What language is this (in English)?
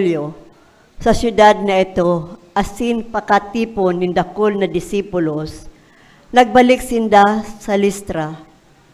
Bikol